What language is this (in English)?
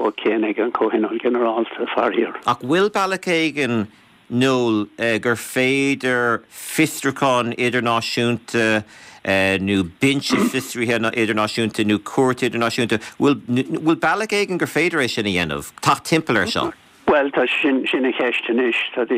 Irish